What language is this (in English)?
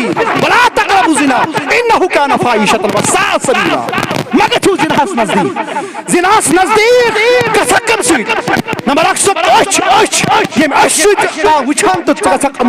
Kashmiri